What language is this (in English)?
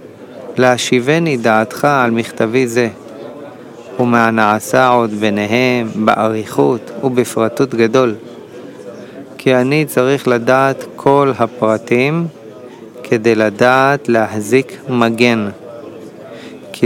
Hebrew